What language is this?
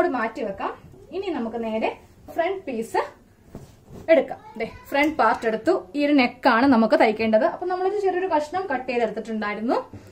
Malayalam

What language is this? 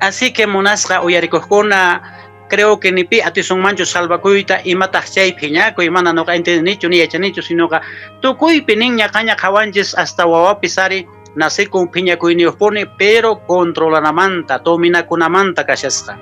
Quechua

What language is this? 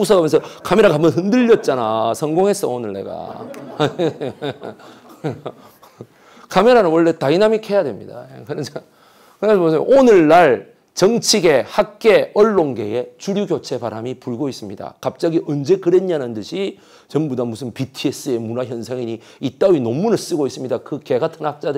Korean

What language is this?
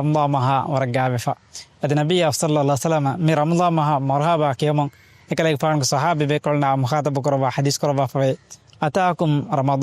Divehi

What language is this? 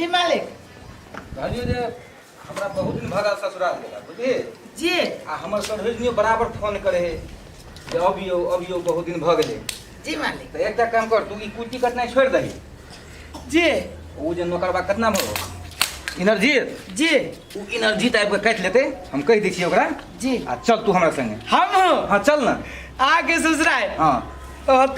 Maithili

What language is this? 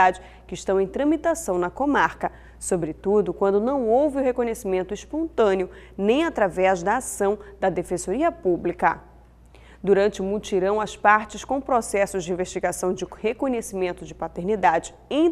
Portuguese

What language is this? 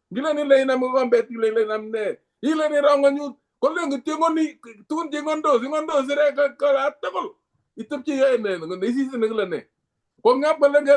Kalenjin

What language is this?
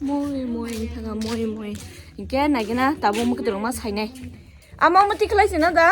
Kok Borok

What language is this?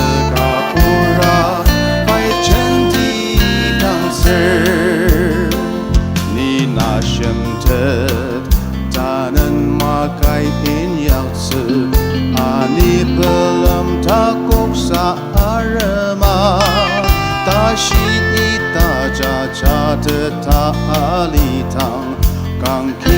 Ao Naga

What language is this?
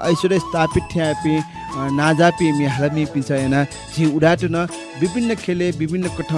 Newari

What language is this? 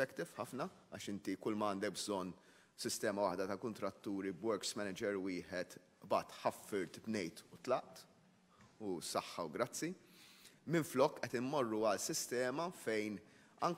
Maltese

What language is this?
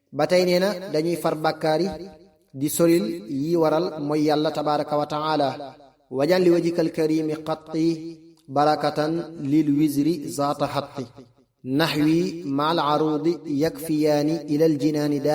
Wolof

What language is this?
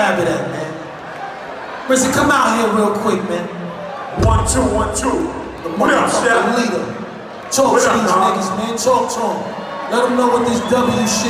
English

